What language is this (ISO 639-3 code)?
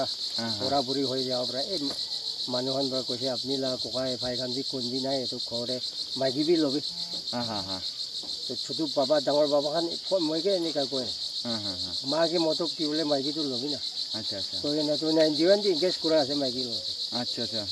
nag